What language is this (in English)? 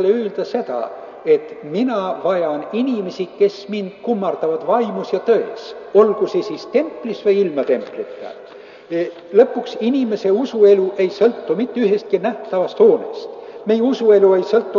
Estonian